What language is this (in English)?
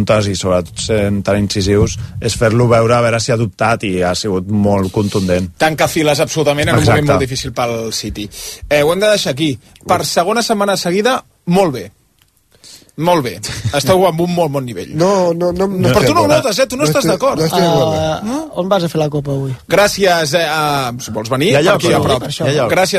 Catalan